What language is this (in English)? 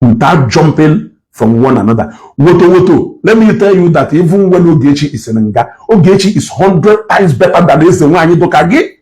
Igbo